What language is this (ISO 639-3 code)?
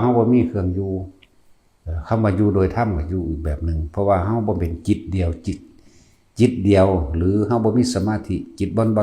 lao